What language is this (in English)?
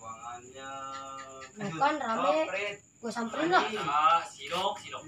Betawi